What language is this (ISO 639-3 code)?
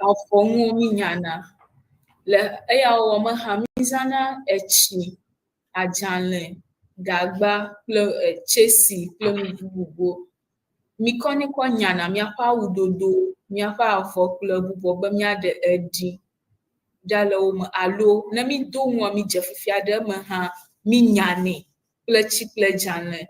ewe